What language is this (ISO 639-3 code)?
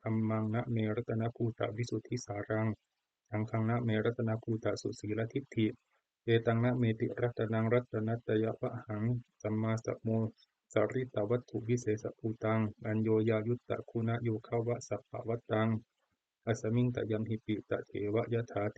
pli